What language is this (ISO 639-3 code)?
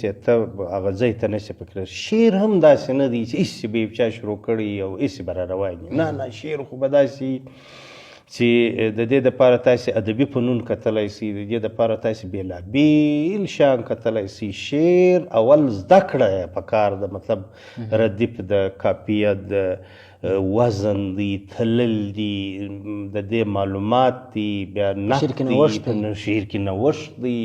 pus